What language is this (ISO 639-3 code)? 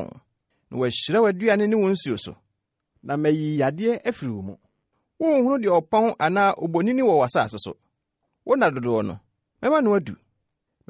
aka